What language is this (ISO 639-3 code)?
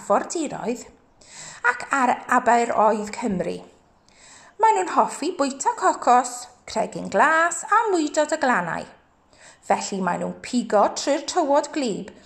cym